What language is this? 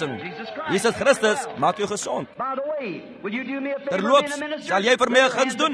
Afrikaans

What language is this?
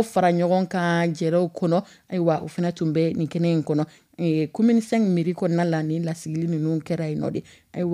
Dyula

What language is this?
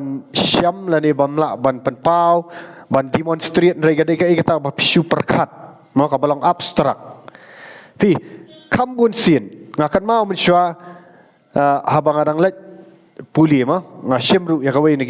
Khasi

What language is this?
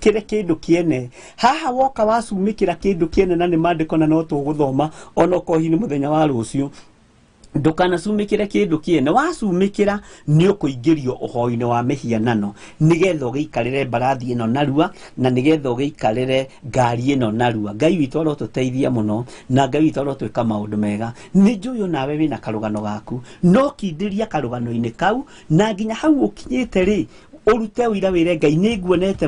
Kikuyu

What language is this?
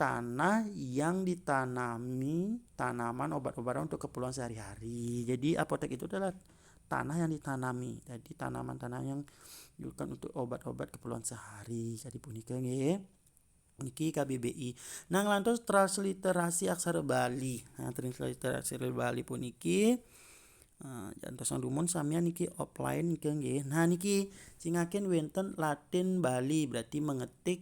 Balinese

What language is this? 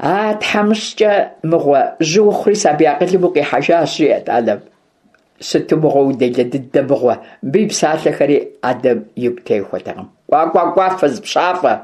Kabardian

